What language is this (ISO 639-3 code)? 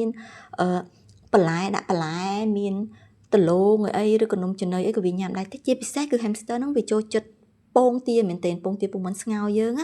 khm